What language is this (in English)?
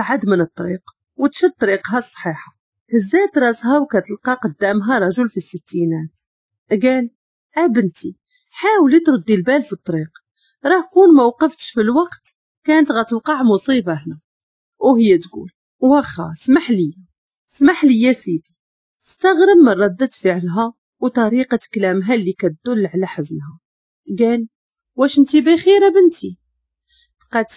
Moroccan Arabic